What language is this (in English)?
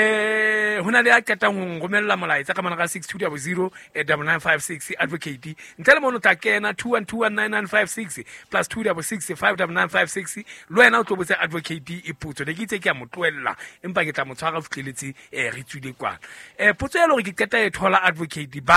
Southern Sotho